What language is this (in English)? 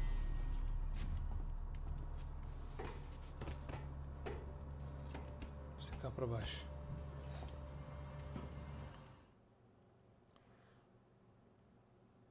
Portuguese